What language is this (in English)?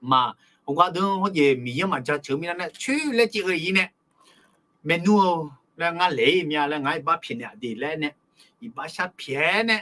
Akha